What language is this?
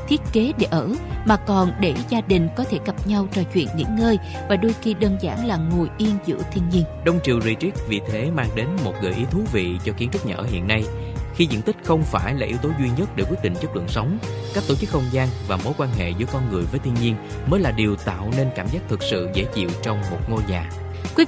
Vietnamese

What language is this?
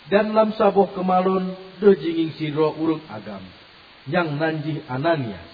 Achinese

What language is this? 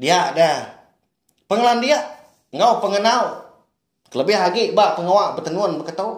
Iban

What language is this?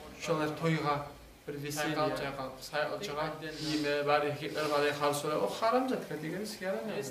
Kumyk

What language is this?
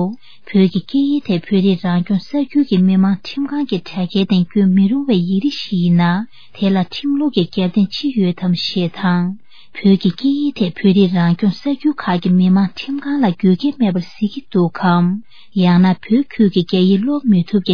Tibetan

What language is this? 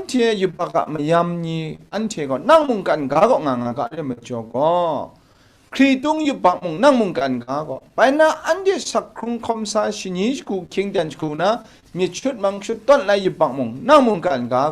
Kachin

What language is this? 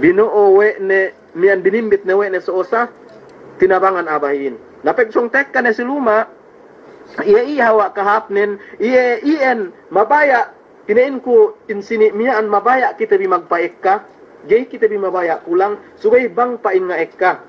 Yakan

